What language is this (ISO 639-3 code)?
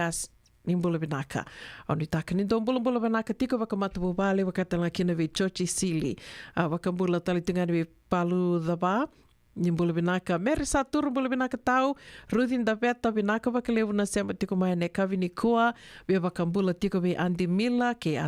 fij